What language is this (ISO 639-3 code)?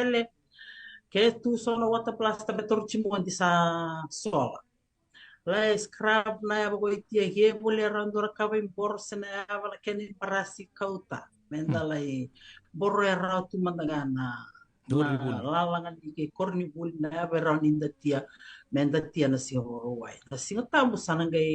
fij